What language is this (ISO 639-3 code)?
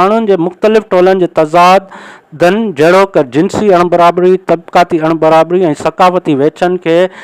snd